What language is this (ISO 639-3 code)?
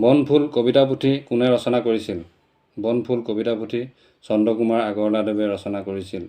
asm